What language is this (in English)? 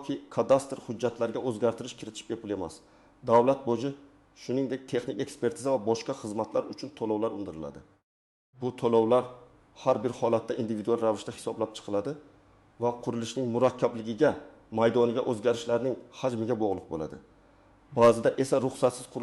Uzbek